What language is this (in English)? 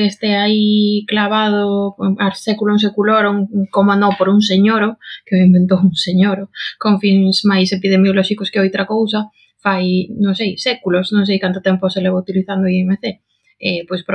Galician